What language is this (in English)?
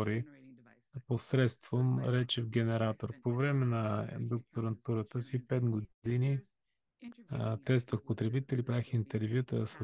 Bulgarian